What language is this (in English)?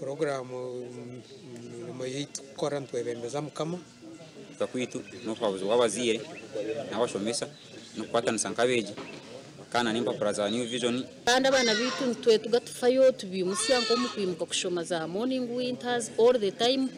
Nyankole